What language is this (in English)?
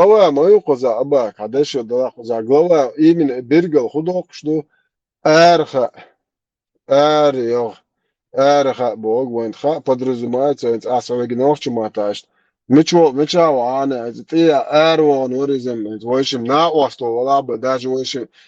Chechen